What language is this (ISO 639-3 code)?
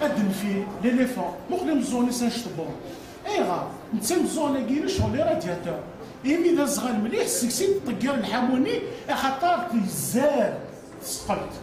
kab